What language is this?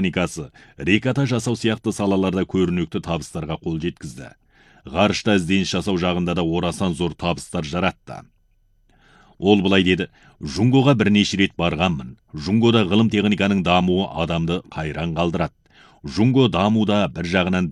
Kazakh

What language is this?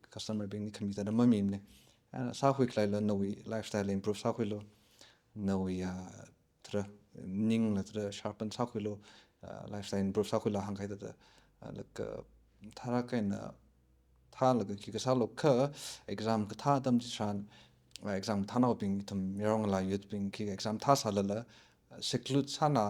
Tangkhul Naga (India)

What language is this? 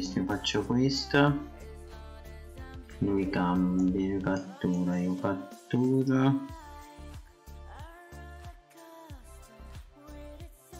Italian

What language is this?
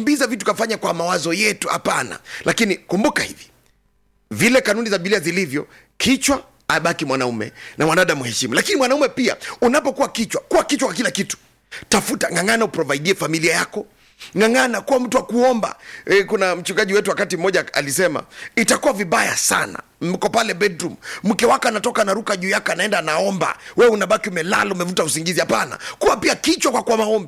Swahili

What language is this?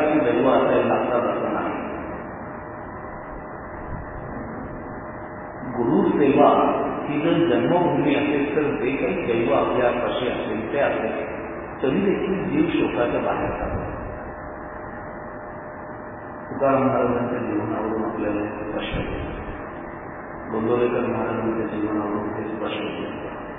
Marathi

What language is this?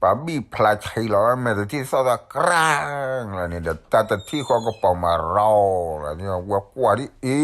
S'gaw Karen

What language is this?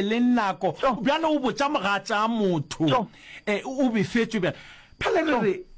Northern Sotho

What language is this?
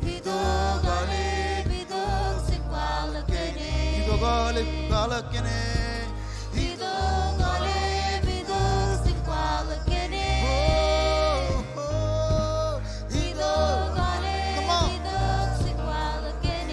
Marshallese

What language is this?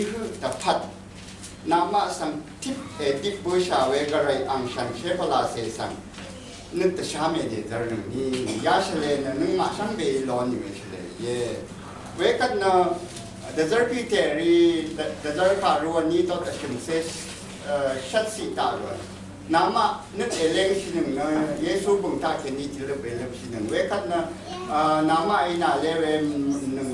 Rawang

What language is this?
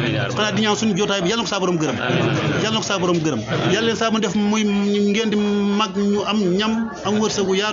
Wolof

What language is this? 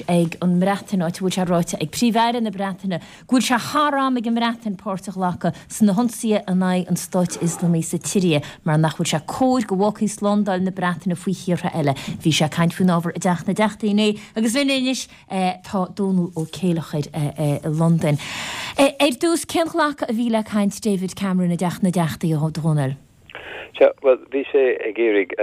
Irish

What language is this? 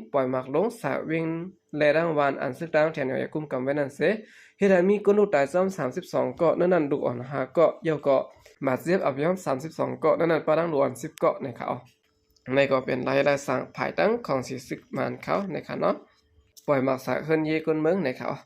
Shan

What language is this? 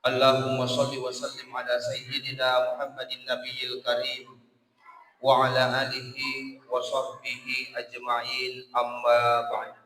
Buginese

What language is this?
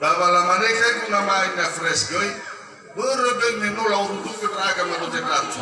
Nias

